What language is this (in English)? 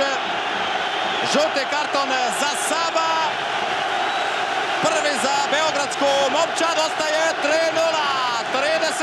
Croatian